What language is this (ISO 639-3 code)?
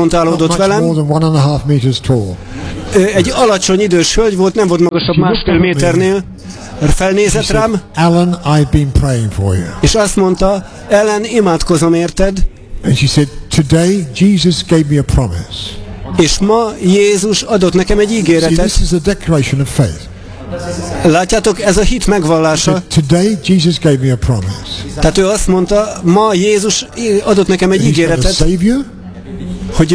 hun